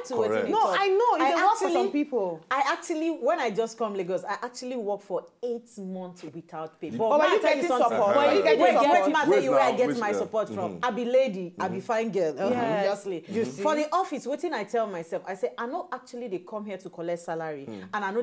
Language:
Nigerian Pidgin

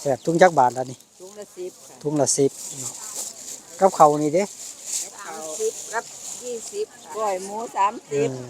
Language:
Northeastern Thai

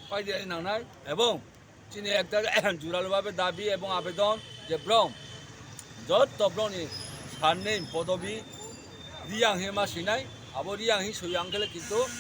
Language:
Riang (India)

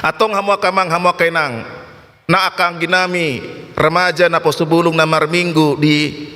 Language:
Batak Toba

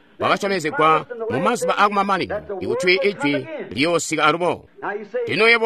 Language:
Tonga (Zambia)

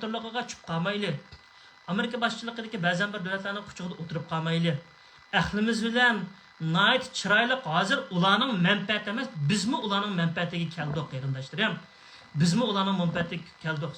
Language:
Uyghur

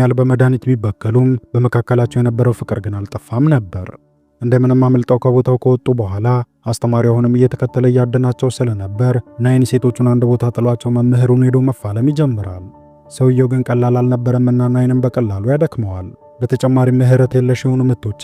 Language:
Amharic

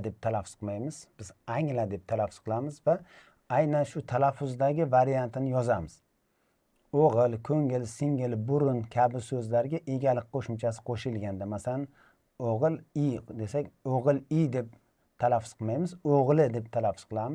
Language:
Uzbek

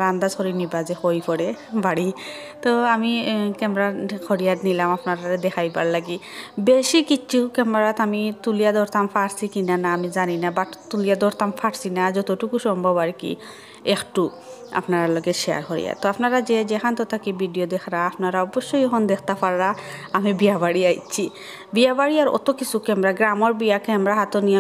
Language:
Sylheti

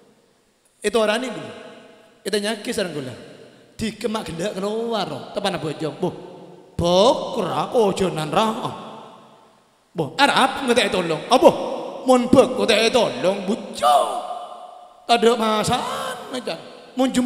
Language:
Madurese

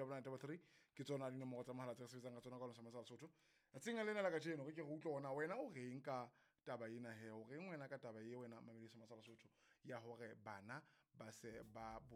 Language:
Southern Sotho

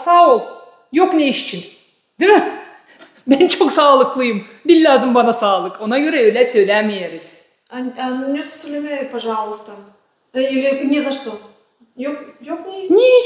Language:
Gagauz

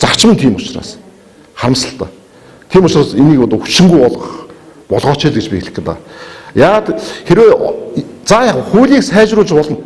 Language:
Mongolian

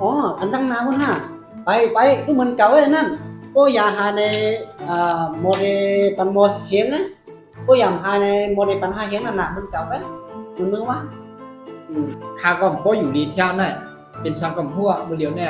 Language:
Shan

